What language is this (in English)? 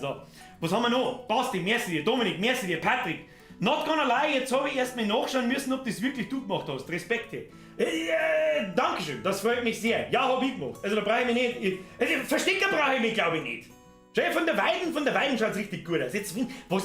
Bavarian